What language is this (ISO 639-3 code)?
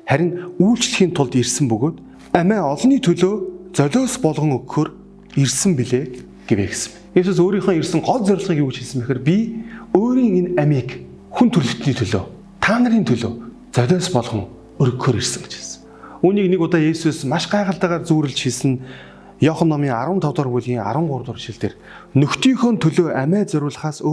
mon